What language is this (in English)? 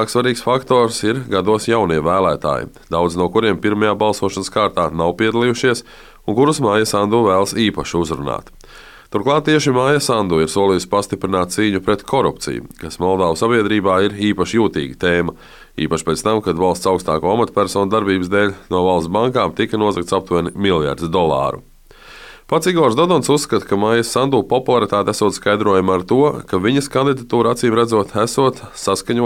Latvian